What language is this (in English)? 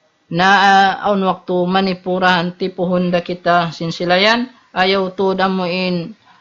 Tausug